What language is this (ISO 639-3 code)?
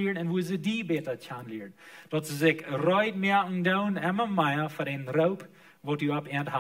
pdt